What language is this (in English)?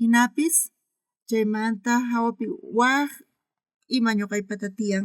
South Bolivian Quechua